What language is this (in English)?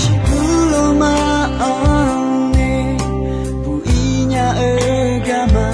Akha